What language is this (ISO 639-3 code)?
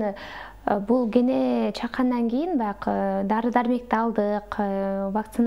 kir